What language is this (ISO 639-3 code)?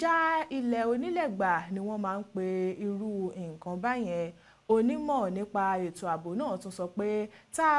yor